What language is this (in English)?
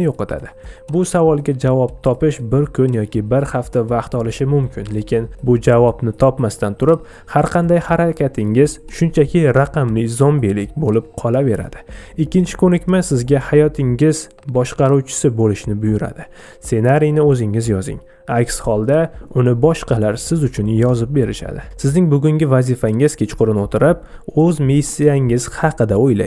Uzbek